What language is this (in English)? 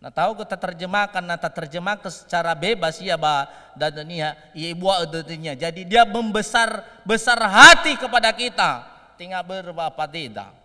Nias